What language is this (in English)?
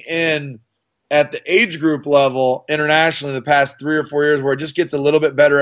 English